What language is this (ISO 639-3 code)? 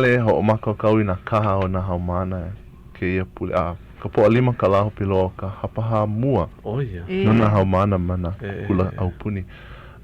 haw